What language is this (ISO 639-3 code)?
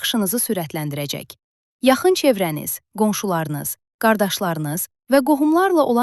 aze